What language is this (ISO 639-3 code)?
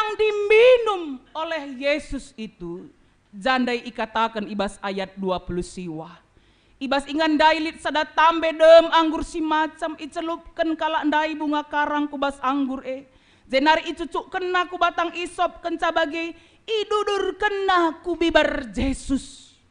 btx